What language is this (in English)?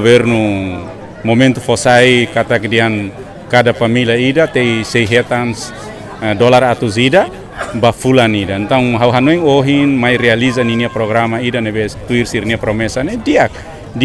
Tetum